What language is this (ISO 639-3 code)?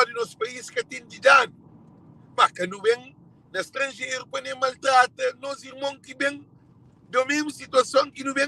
kea